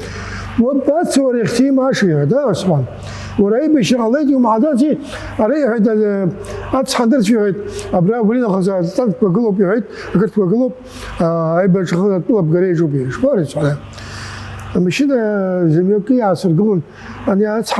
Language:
Abkhazian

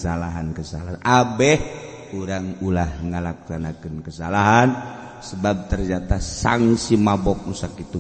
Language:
Sundanese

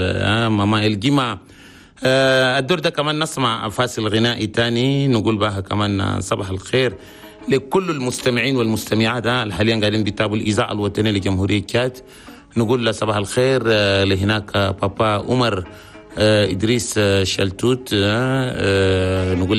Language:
Chadian Arabic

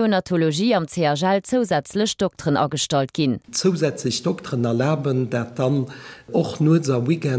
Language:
Luxembourgish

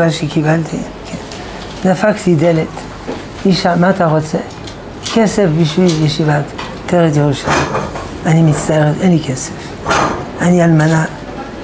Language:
Hebrew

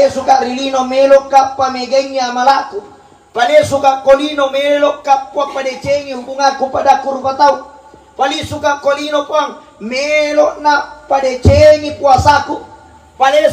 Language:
Buginese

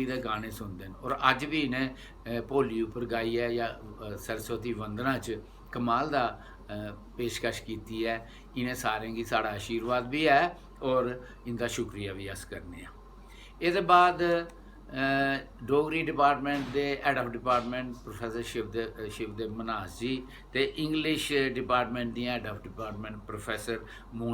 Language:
Dogri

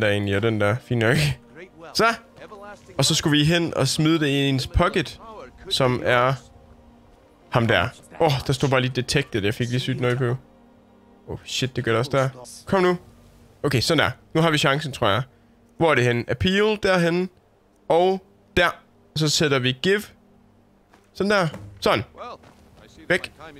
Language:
Danish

